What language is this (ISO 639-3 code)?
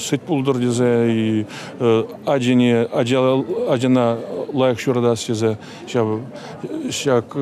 chv